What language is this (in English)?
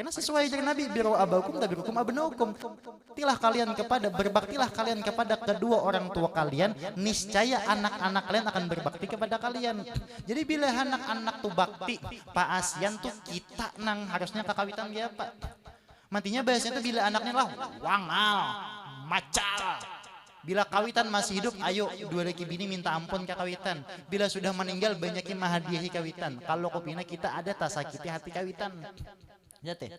Banjar